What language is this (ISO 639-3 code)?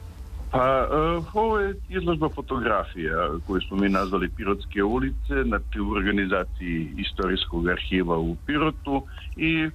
srp